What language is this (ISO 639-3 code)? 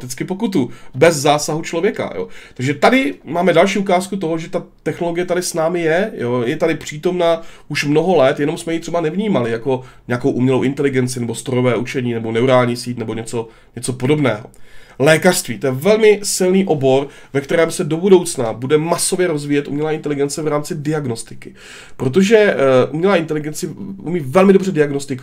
ces